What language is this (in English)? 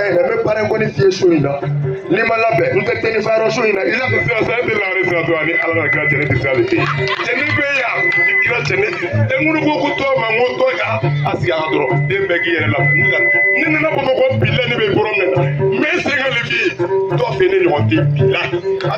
Bambara